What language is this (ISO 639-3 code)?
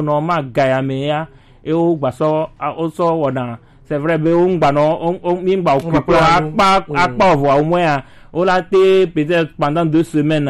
gej